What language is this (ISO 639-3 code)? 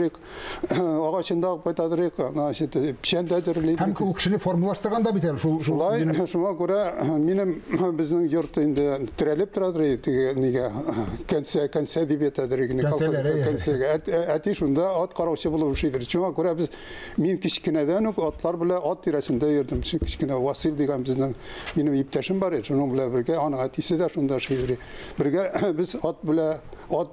tat